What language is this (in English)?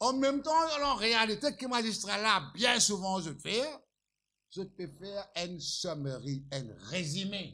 Morisyen